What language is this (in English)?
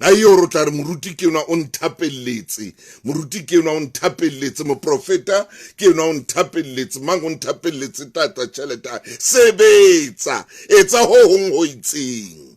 Southern Sotho